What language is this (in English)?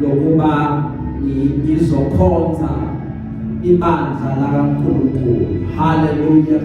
Zulu